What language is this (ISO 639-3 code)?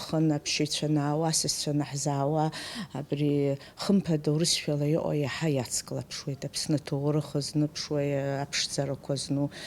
abk